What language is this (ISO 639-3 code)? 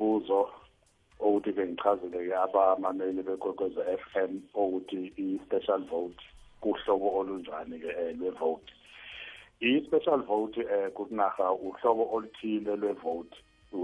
nbl